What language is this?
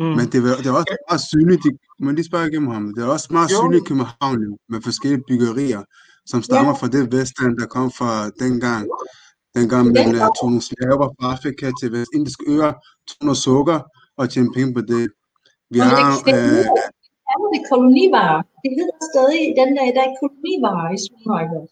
Danish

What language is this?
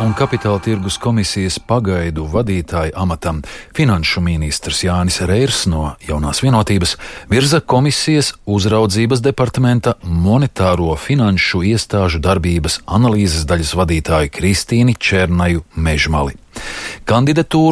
Latvian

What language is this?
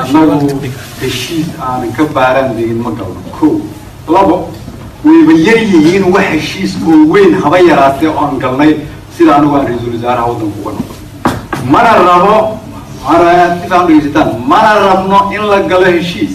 Somali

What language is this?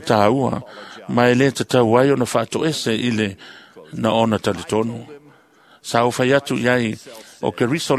Samoan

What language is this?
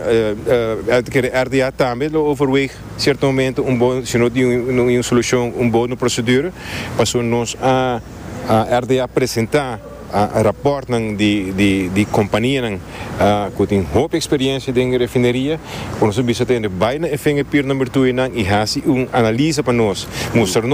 Papiamento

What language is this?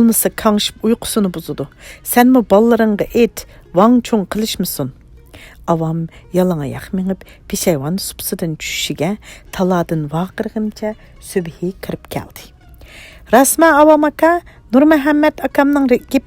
Uyghur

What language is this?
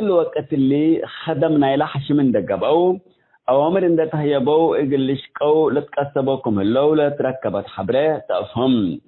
Tigre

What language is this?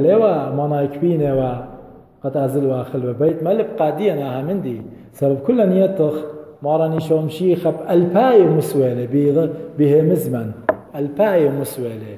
Assyrian Neo-Aramaic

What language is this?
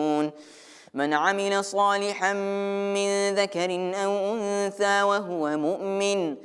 Arabic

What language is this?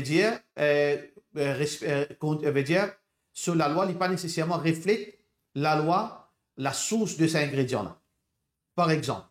Morisyen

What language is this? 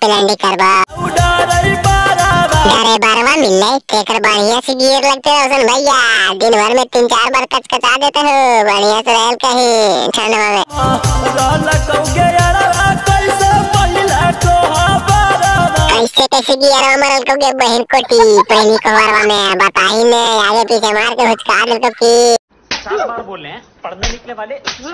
Magahi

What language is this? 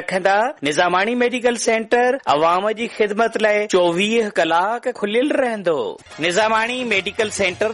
Urdu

